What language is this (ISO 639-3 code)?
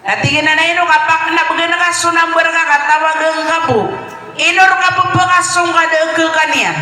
mrw